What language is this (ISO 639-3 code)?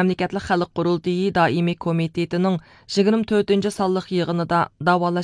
uig